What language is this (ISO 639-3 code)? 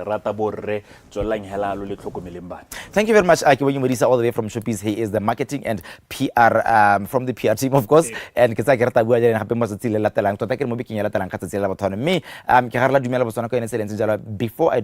tsn